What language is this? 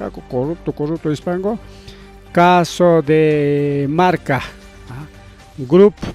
Ayacucho Quechua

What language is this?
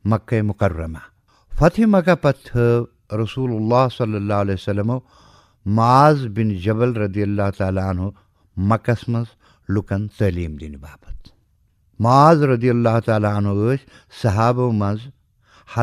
Kashmiri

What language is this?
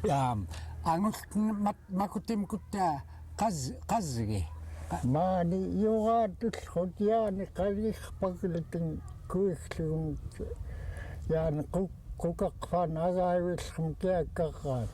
Central Yupik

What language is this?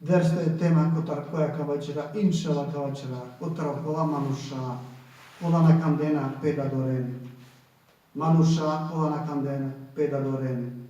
Balkan Romani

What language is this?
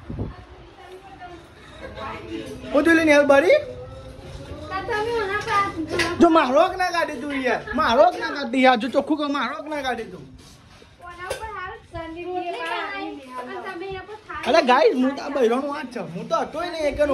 Gujarati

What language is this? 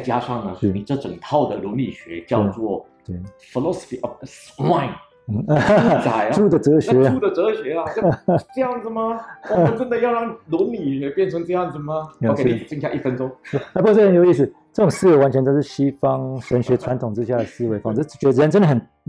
Chinese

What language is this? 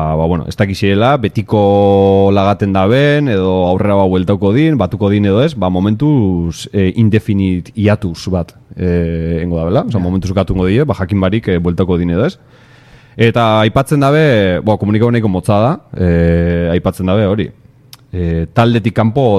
Basque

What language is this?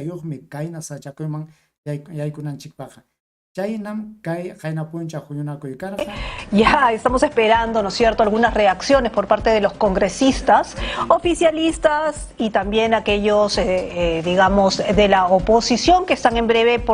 Ayacucho Quechua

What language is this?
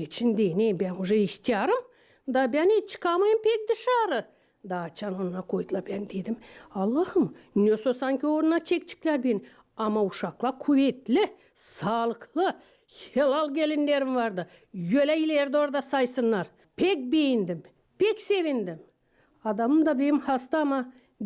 Gagauz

